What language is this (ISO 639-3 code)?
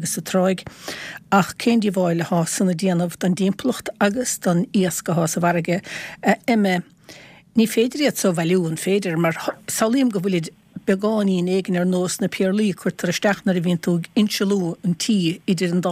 gle